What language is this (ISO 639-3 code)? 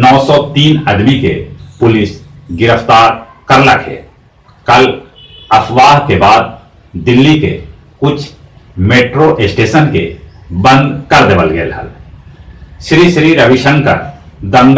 mag